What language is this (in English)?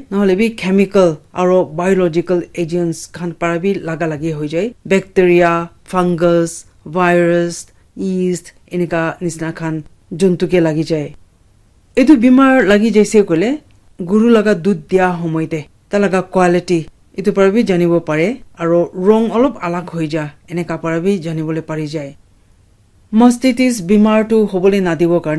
Naga Pidgin